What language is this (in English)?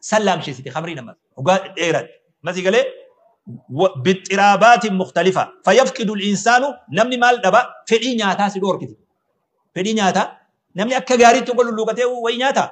Oromo